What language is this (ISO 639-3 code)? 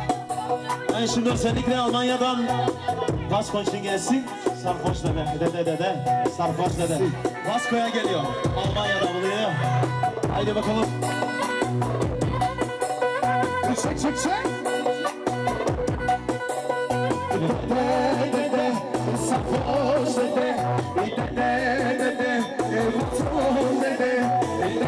tur